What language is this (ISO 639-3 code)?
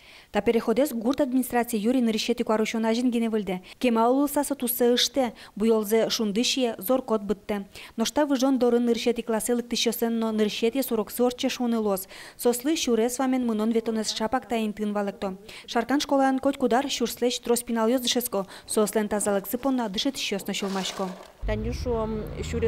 udm